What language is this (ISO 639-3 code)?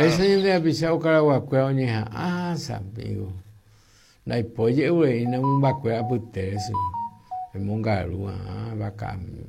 grn